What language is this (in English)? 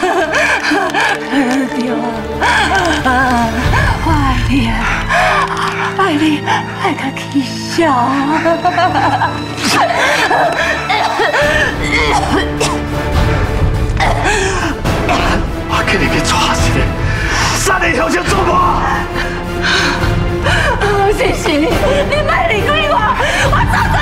Min Nan Chinese